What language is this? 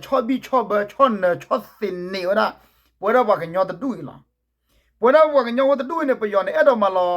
S'gaw Karen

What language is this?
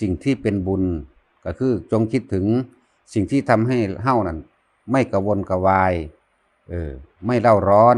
Northeastern Thai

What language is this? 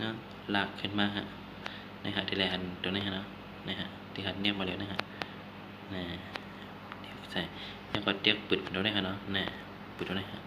Shan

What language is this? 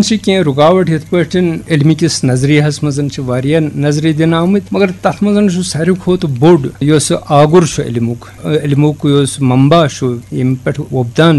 Kashmiri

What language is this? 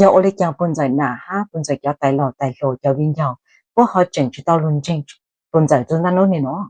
Hmong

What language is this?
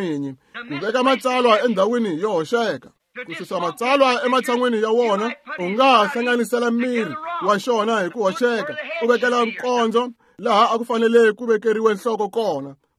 Tsonga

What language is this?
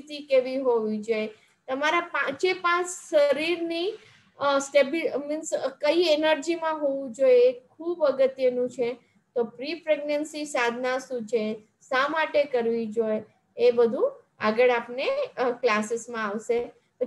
Gujarati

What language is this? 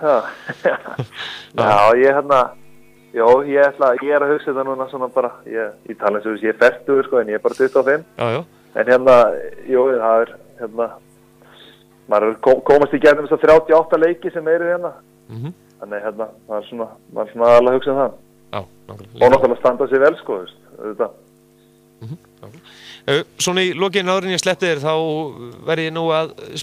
Icelandic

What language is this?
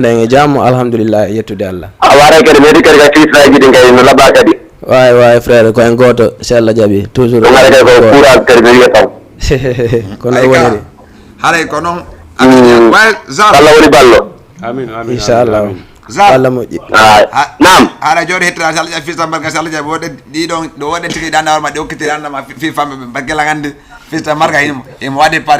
Fula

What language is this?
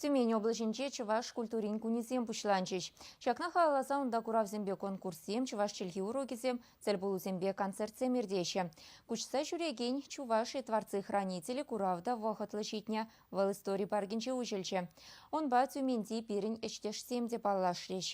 Chuvash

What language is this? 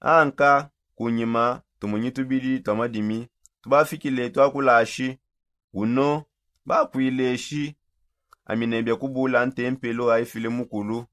Songe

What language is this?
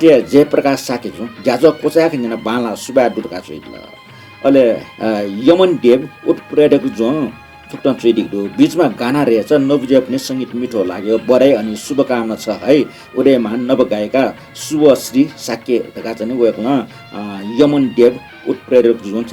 Newari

